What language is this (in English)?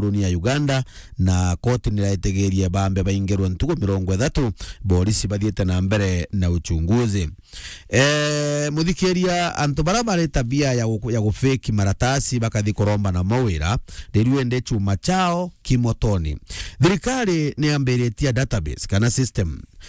Meru